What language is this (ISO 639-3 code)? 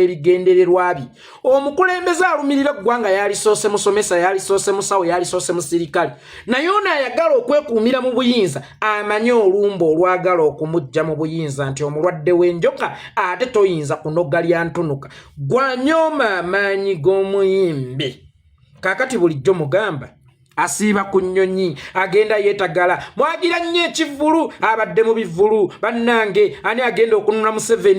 lug